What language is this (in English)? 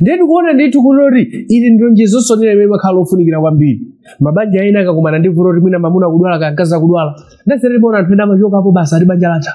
Nyanja